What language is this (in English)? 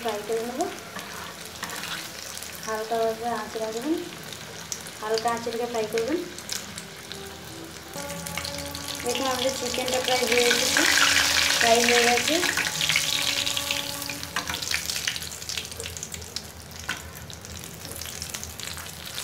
Bangla